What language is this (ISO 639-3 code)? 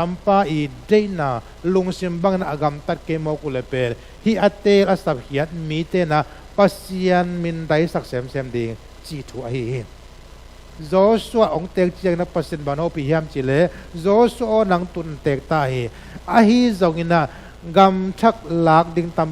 ctd